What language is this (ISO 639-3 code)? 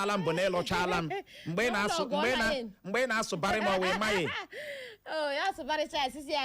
ibo